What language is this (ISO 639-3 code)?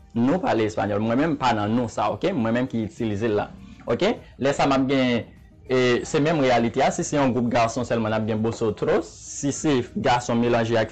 hat